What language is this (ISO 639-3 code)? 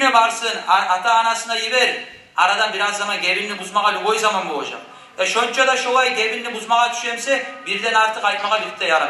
kum